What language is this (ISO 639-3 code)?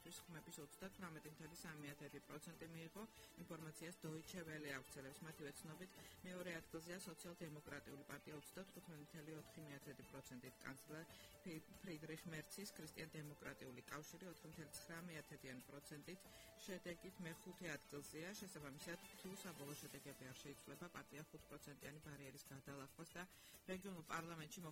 kat